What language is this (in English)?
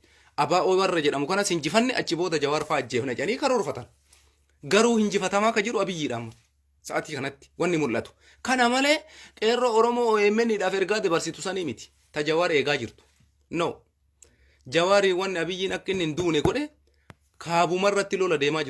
Oromo